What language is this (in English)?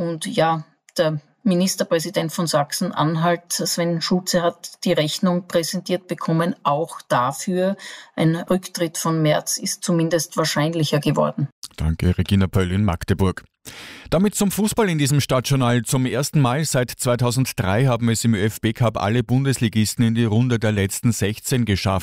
German